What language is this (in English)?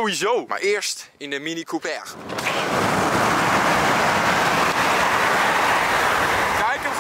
Dutch